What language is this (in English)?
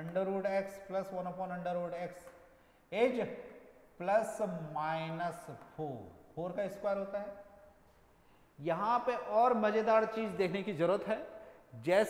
Hindi